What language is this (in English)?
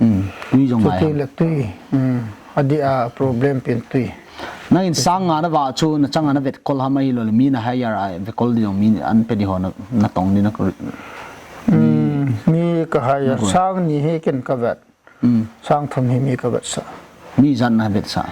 Paite Chin